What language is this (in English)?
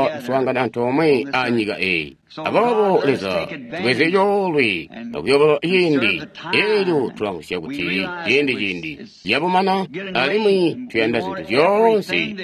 Tonga (Zambia)